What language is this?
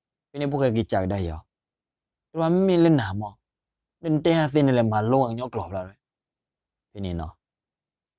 S'gaw Karen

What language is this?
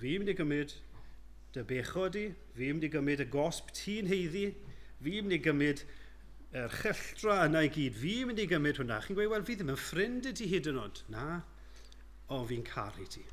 Welsh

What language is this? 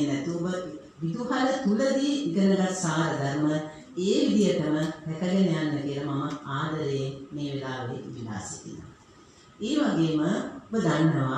Sinhala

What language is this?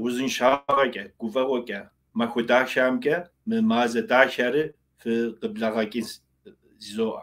Kabardian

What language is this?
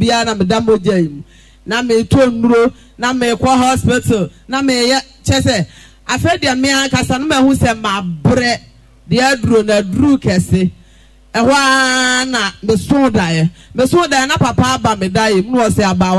Akan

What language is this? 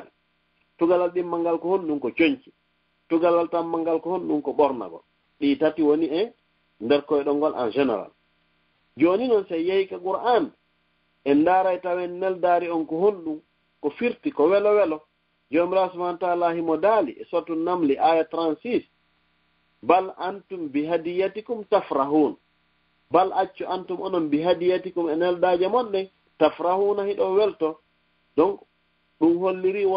Fula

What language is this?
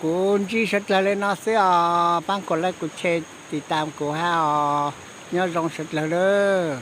Hmong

